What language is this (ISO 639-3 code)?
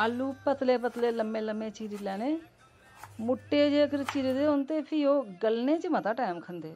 doi